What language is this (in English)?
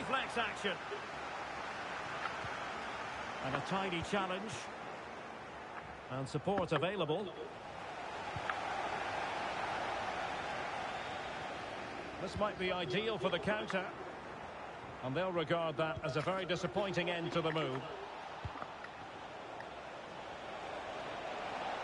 English